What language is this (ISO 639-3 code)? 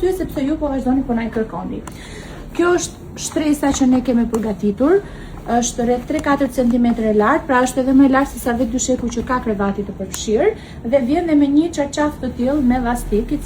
sqi